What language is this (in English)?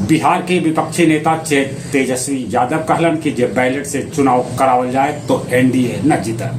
Magahi